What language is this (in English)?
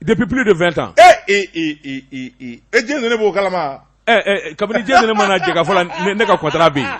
Bambara